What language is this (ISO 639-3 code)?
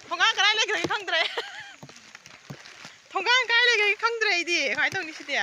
mni